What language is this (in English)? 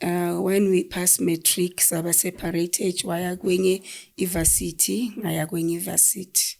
Zulu